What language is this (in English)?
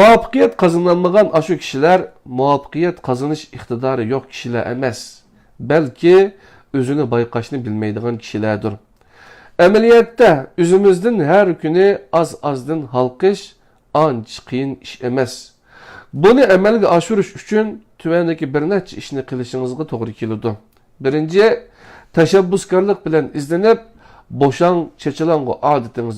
Uyghur